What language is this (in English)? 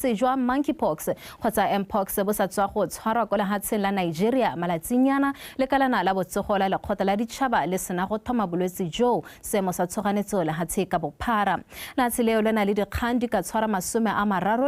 Tswana